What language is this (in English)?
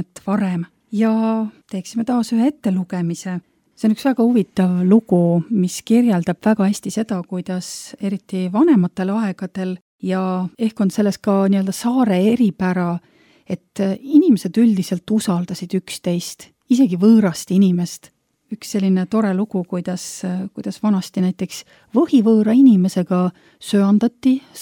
Estonian